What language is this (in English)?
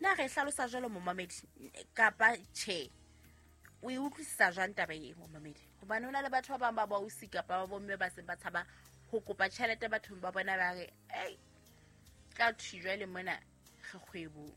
Southern Sotho